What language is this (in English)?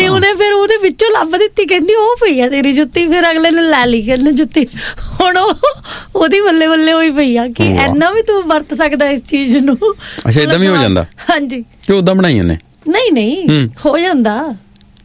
Punjabi